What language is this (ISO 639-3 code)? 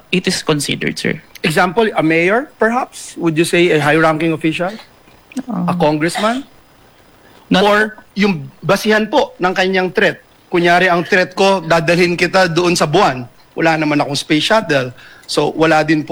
fil